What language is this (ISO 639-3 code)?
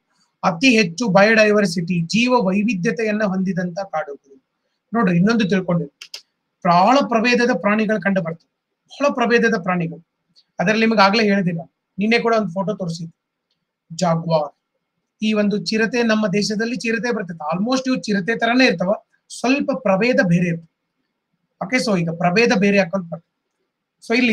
kan